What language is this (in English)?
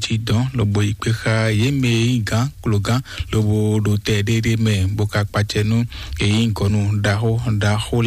Fon